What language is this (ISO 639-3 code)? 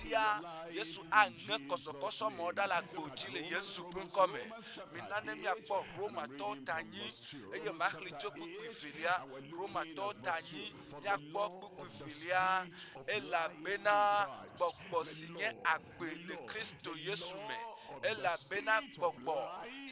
ewe